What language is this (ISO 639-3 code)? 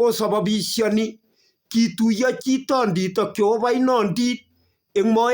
kln